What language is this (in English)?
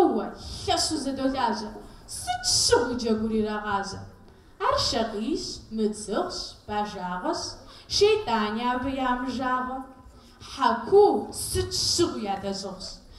Kabardian